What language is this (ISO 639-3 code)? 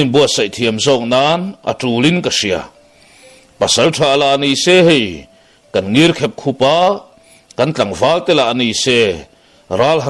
lus